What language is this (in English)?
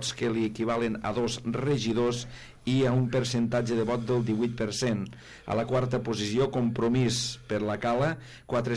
Catalan